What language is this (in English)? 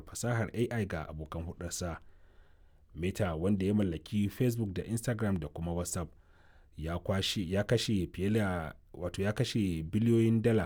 Hausa